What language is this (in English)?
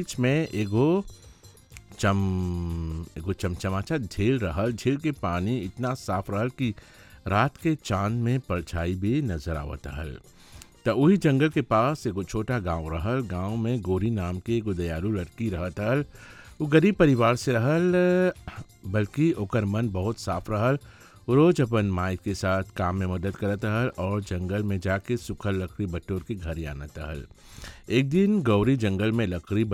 Bhojpuri